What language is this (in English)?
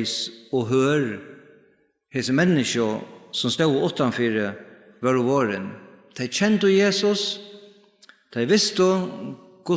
Faroese